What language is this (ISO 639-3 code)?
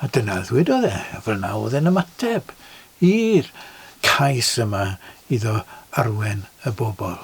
cym